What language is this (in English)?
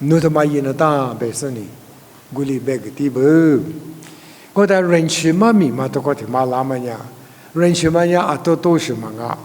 Lisu